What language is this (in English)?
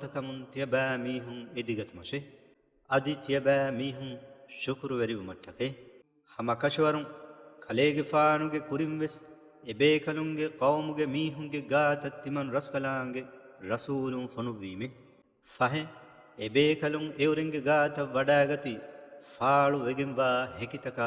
Divehi